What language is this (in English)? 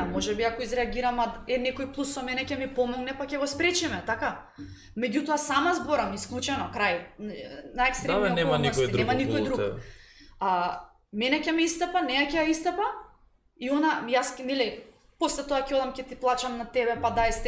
Macedonian